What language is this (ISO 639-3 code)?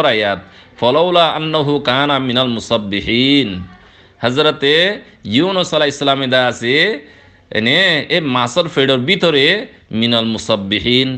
rhg